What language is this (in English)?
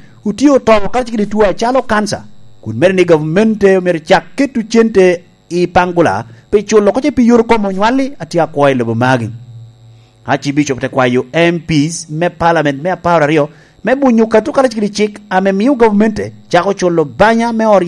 Lango (Uganda)